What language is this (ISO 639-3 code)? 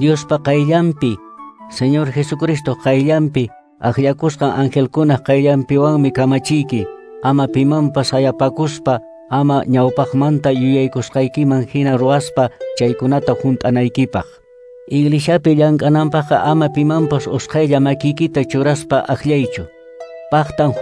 que